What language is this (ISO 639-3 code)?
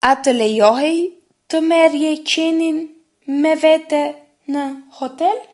sqi